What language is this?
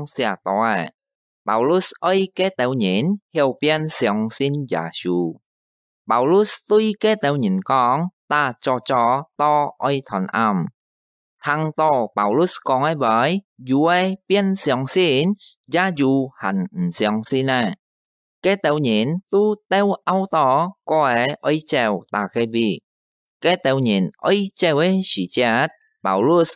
Hakka Chinese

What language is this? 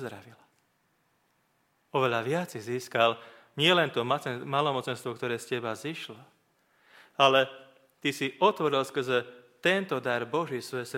Slovak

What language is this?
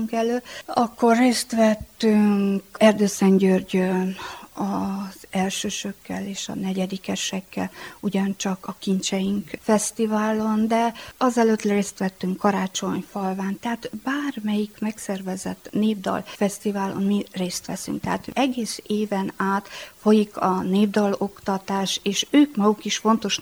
Hungarian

